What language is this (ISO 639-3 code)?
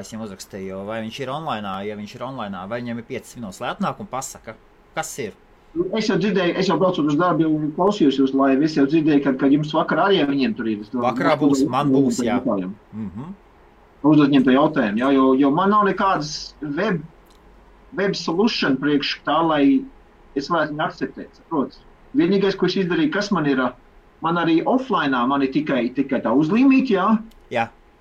lav